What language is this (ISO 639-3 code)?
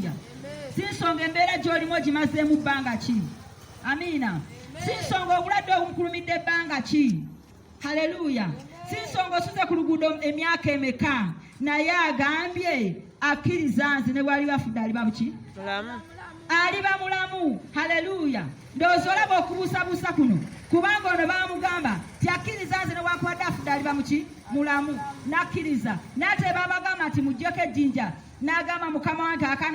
lug